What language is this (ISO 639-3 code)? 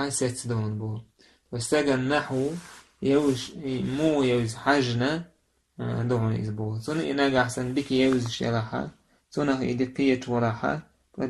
che